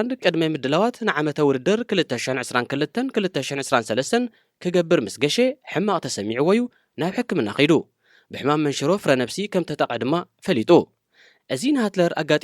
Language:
Tigrinya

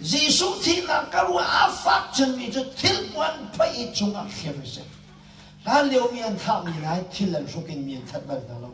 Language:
Hakha Chin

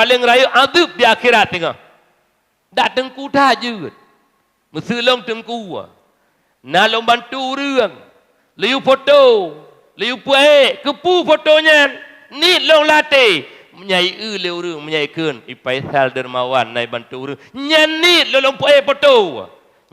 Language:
Achinese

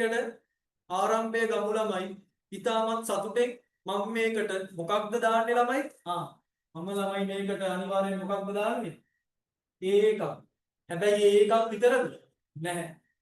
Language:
Sinhala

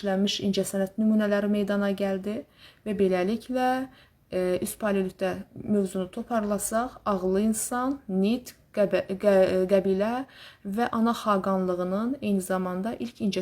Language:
Azerbaijani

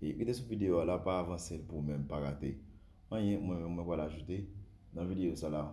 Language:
Haitian Creole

